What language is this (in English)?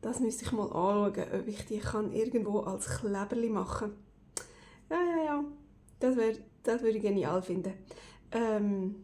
Swiss German